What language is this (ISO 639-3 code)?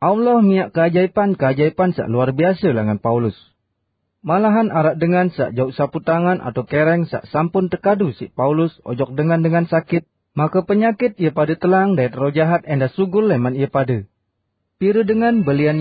sas